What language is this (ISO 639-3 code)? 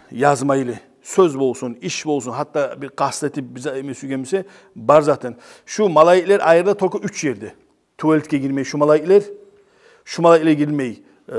kum